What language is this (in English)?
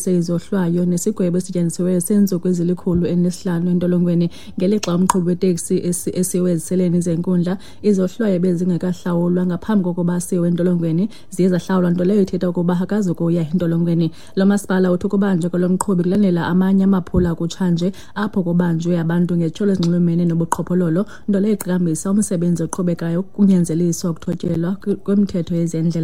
Xhosa